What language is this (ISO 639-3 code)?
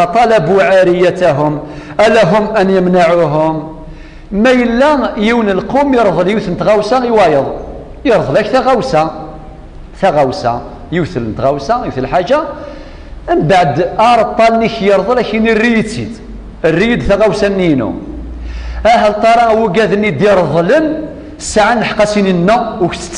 kab